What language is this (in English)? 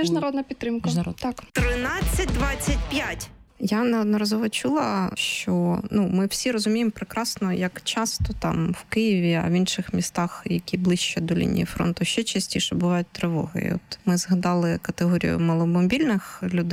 Ukrainian